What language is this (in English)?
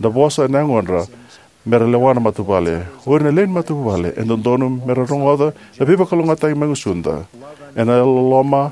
Fijian